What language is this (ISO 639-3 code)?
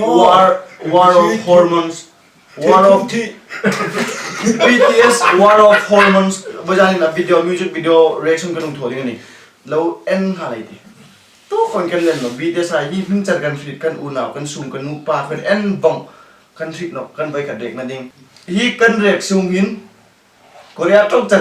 hmr